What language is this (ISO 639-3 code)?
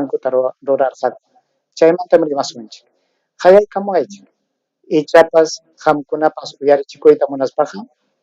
quy